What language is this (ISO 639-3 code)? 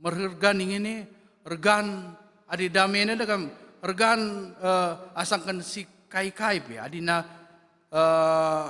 btx